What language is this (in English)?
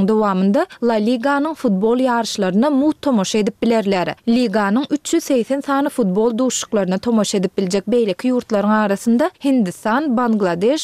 Turkmen